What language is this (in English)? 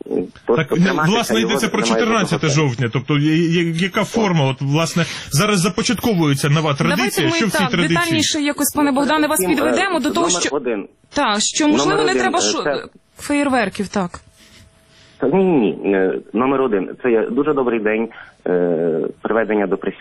Ukrainian